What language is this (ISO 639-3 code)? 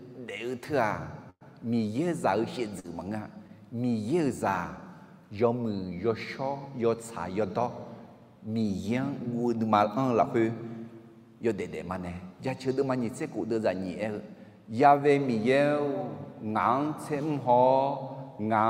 ahk